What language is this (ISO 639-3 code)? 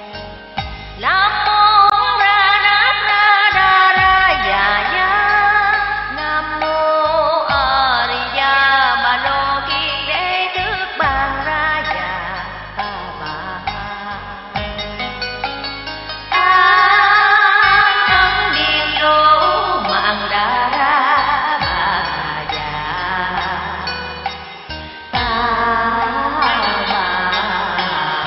vie